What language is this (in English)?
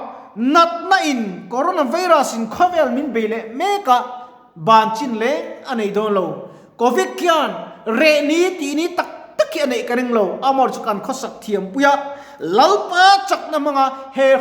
Mizo